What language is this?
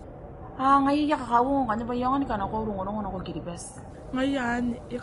Gilbertese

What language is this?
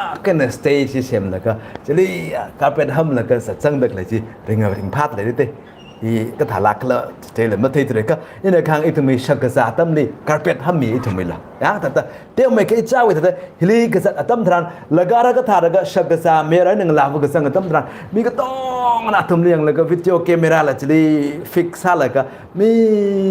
Tangkhul Naga (India)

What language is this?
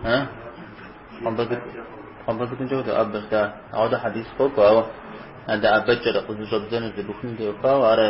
Kabardian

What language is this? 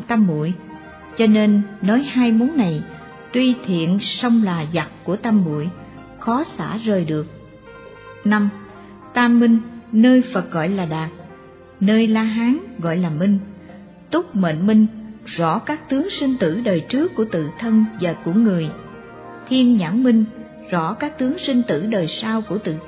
Vietnamese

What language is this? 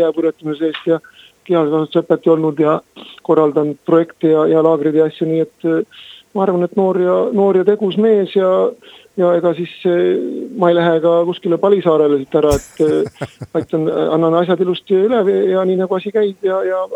Estonian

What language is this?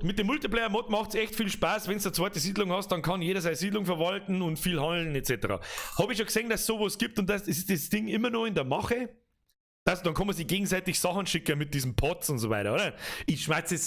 Bavarian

